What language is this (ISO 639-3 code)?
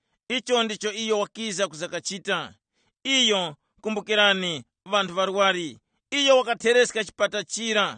tum